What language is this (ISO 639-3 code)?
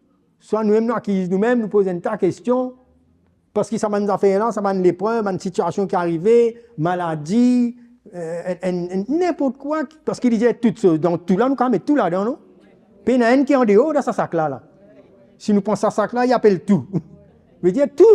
mfe